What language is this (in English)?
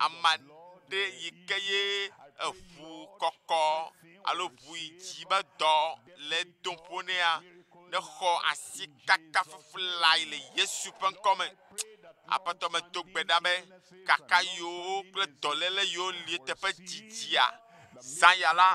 Ewe